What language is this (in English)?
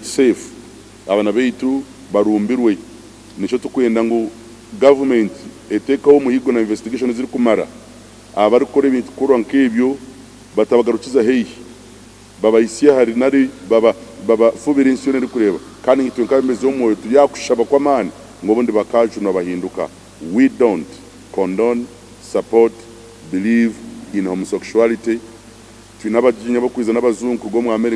Nyankole